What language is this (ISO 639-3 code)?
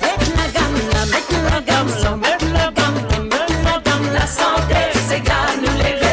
mfe